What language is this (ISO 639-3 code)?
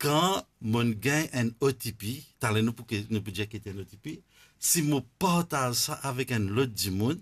mfe